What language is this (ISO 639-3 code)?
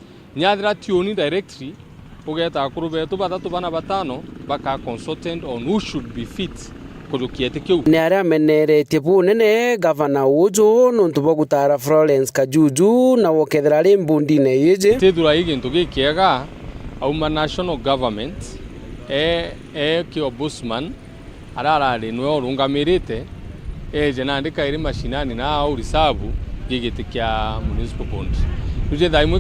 mer